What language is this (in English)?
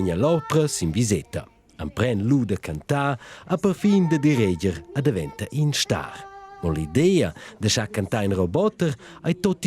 Romansh